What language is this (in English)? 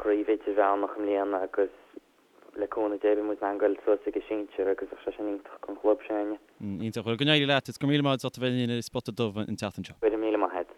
Irish